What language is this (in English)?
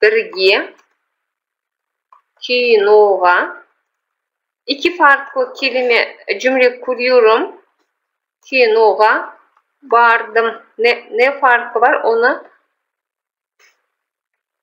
Turkish